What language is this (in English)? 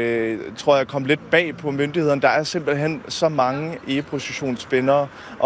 Danish